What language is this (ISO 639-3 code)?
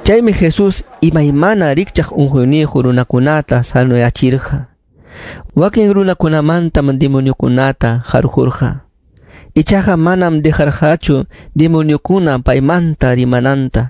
quy